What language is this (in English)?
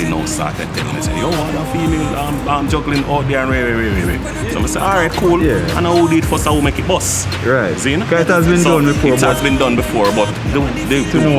Jamaican Creole English